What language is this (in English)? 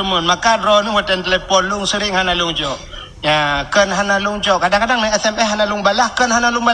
Achinese